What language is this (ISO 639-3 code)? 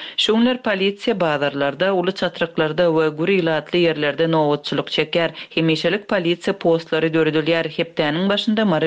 tuk